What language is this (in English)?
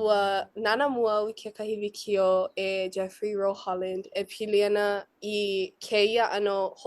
Hawaiian